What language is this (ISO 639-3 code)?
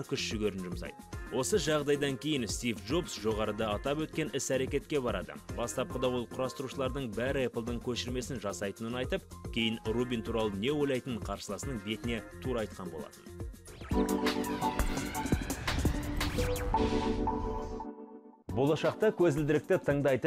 kaz